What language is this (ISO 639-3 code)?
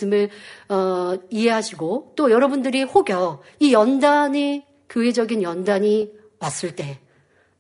kor